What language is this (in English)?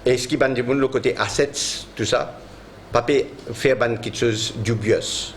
Morisyen